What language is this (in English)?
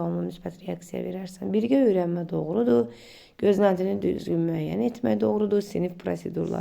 Azerbaijani